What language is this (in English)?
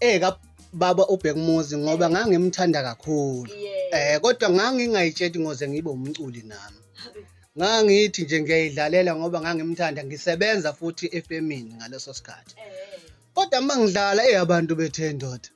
Zulu